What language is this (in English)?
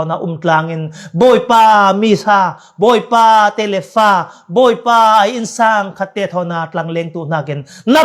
Falam Chin